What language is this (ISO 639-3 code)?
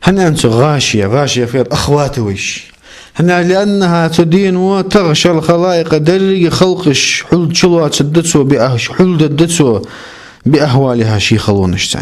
inh